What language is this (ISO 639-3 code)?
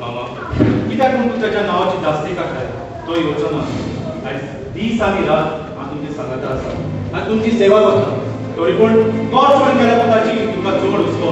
kok